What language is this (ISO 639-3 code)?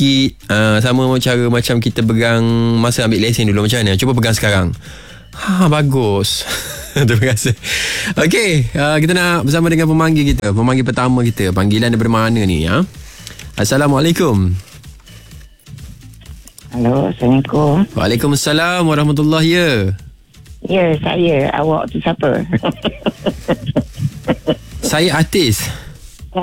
msa